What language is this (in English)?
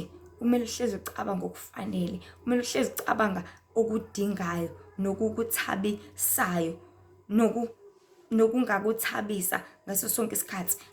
Zulu